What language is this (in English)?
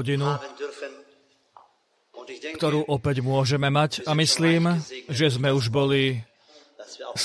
Slovak